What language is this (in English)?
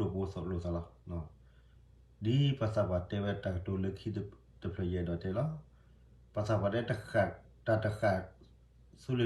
S'gaw Karen